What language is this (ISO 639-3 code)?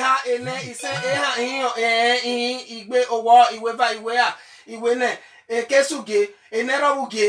bin